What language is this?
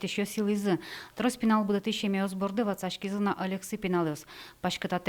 Udmurt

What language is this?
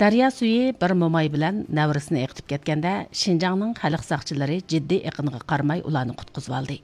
Uyghur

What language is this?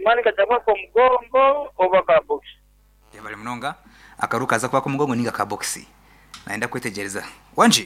Nyankole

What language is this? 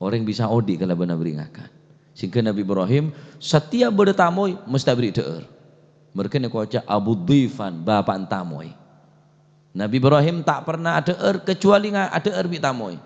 Madurese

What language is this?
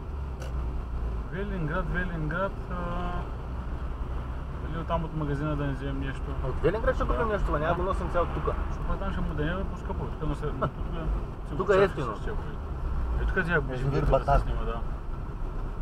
Bulgarian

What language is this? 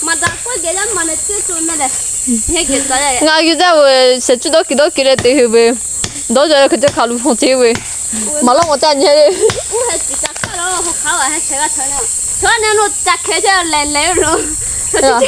Lahu Shi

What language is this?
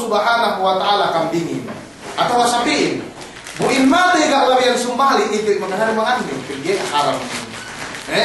Yakan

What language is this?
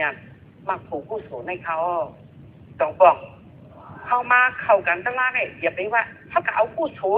Shan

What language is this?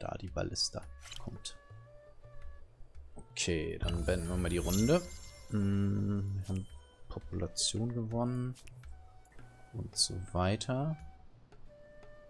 German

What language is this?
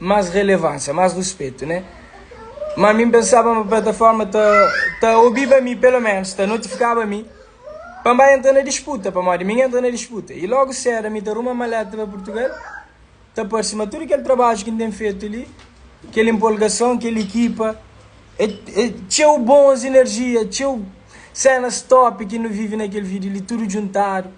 Kabuverdianu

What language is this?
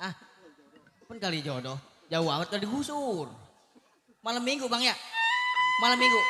Betawi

